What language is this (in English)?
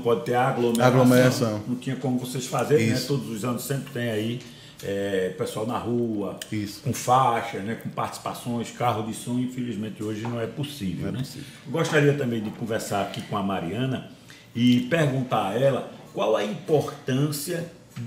Portuguese